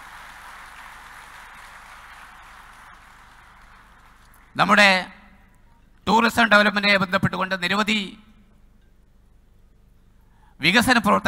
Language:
Malayalam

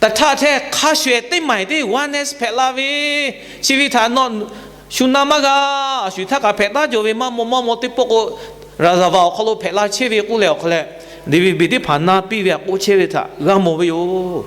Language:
Lahu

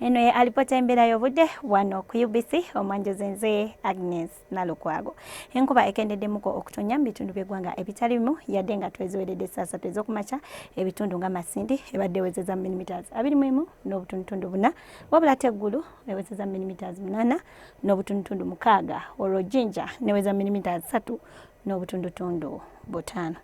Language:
Ganda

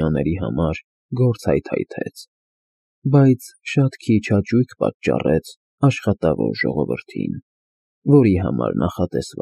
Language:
Armenian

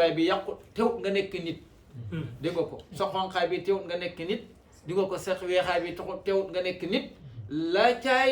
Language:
Wolof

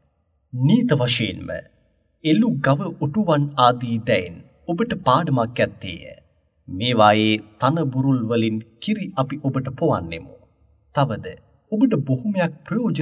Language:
Sinhala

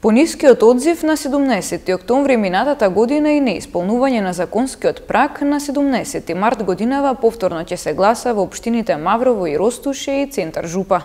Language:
Macedonian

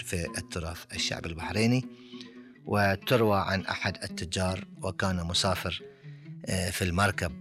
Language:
Gulf Arabic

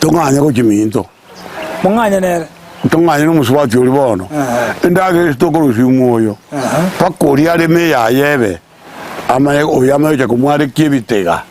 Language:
Gusii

